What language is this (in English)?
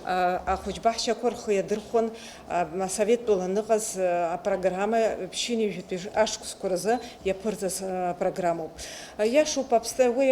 Abkhazian